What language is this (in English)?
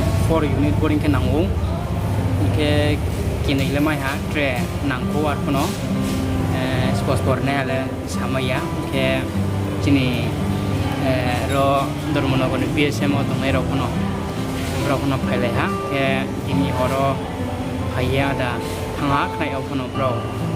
Riang (India)